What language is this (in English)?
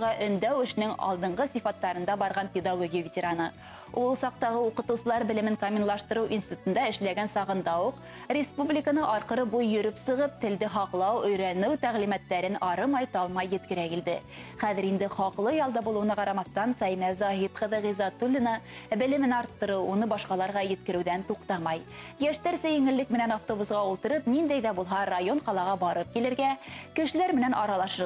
Bashkir